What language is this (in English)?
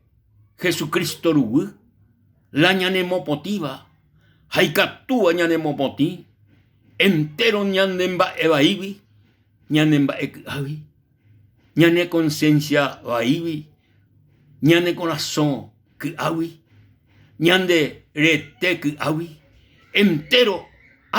Guarani